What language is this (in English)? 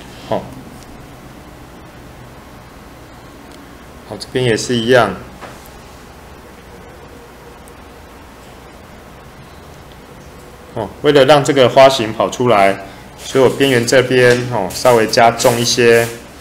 Chinese